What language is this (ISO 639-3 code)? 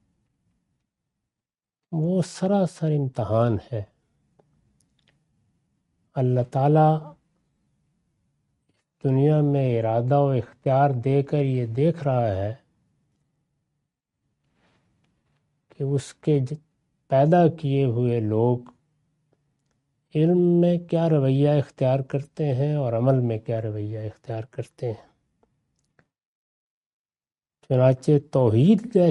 urd